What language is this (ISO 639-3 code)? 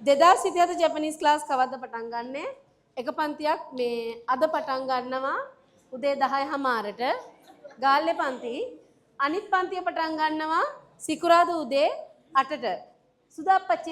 sin